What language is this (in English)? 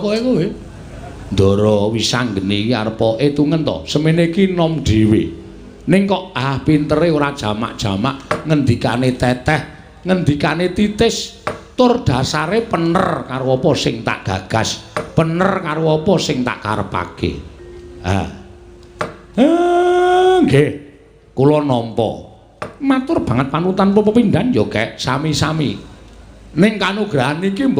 Javanese